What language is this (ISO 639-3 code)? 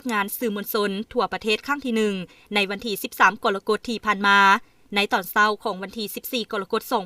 lao